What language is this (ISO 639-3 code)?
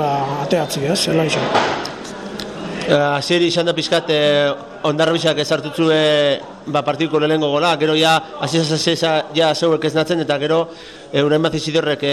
eus